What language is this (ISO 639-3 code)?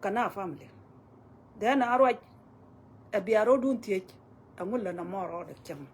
nus